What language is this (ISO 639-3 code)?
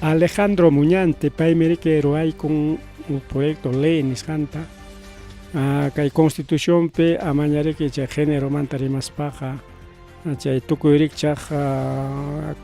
quy